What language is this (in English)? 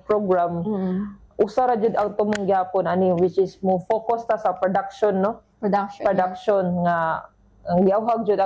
Cebuano